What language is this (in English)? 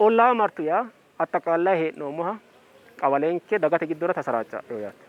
Sidamo